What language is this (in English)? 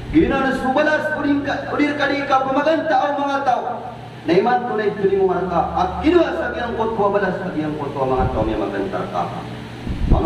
Maranao